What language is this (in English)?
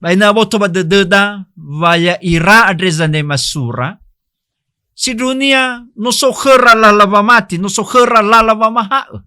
Nias